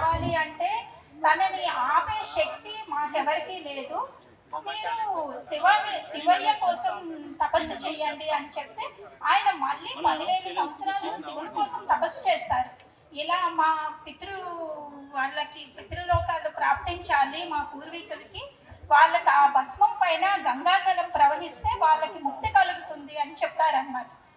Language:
Telugu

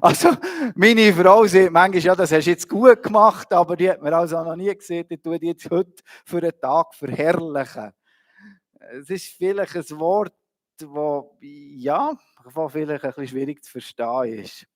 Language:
Swiss German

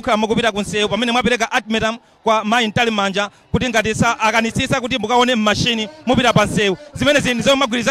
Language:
Nyanja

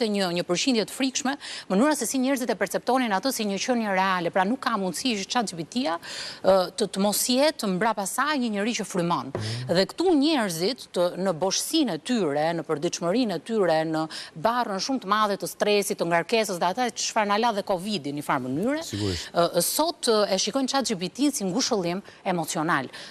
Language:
Albanian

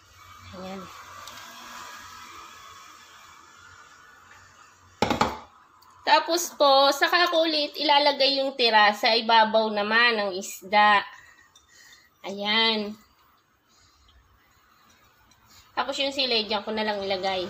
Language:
Filipino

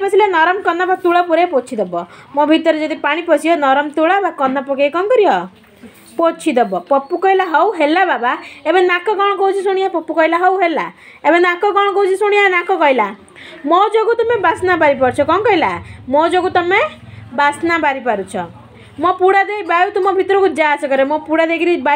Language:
Odia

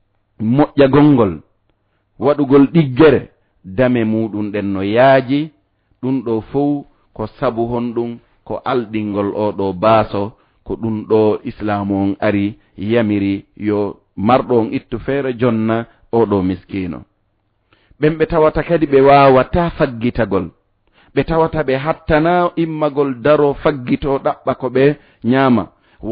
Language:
Fula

